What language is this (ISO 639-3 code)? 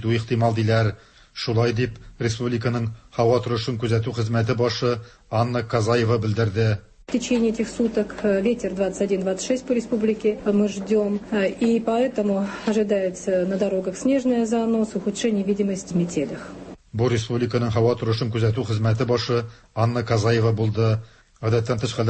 tat